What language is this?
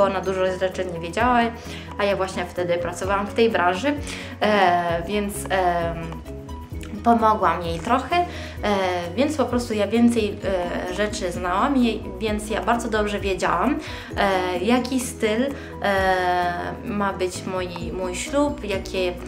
Polish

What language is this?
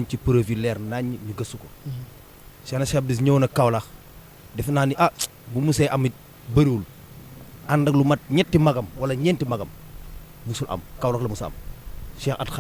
Wolof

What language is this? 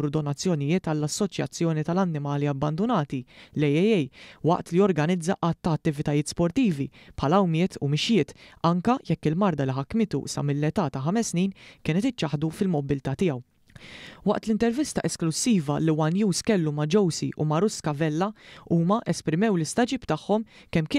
Maltese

